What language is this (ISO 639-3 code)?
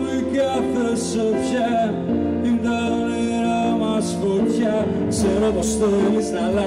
ell